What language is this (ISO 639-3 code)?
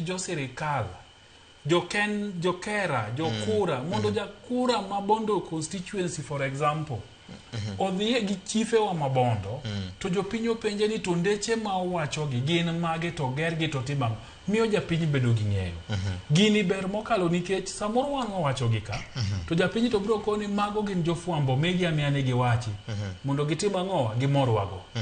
luo